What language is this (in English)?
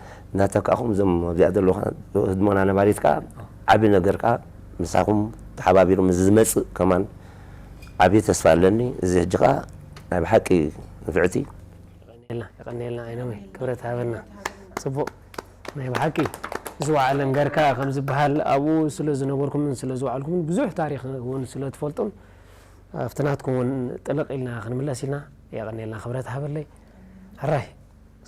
Tigrinya